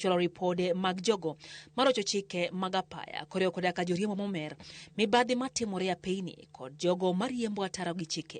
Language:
Luo (Kenya and Tanzania)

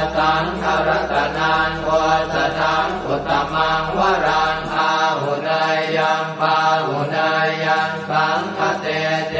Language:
Pali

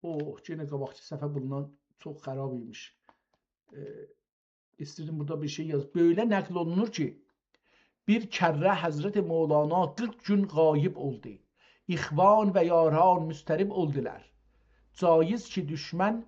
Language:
South Azerbaijani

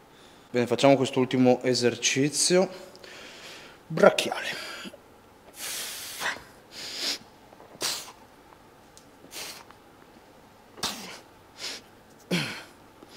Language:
Italian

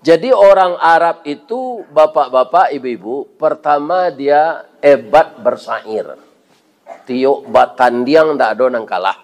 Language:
Minangkabau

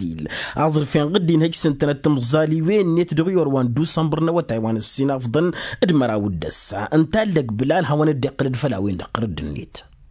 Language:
Tamasheq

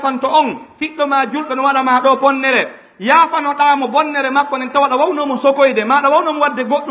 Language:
Pular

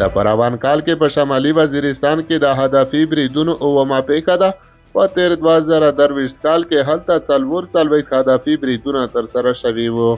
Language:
Pashto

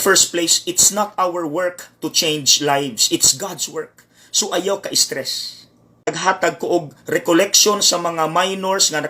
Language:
Cebuano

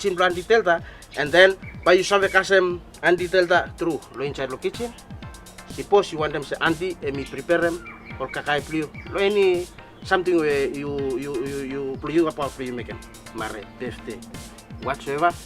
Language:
Bislama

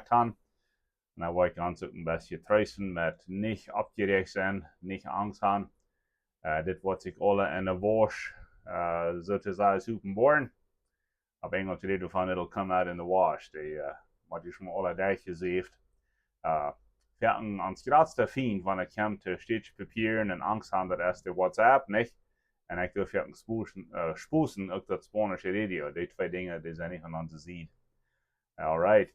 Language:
Plautdietsch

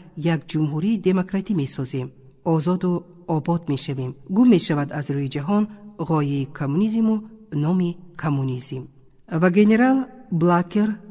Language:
Tajik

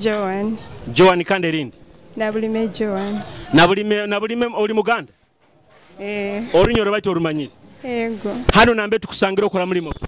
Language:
Nyoro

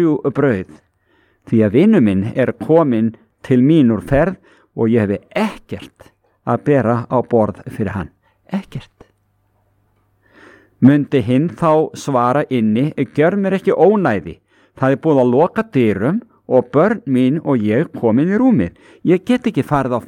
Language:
Icelandic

